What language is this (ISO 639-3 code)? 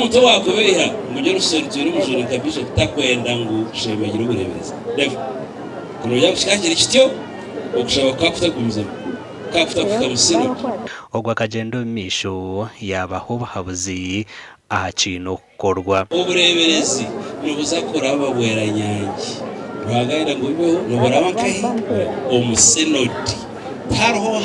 nyn